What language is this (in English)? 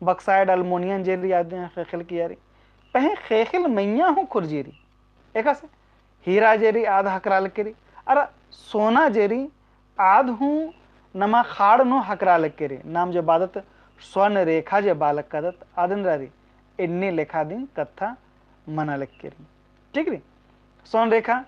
Kurukh